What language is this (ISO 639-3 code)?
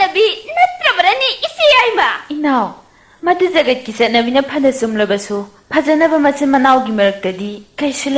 mni